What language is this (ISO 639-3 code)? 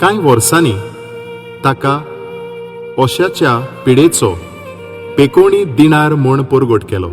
kok